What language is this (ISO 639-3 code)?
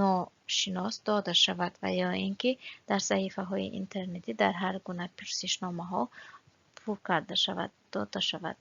tgk